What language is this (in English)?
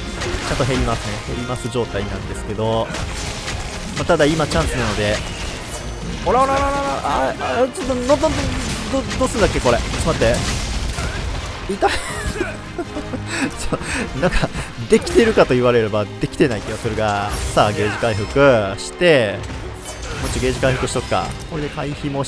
Japanese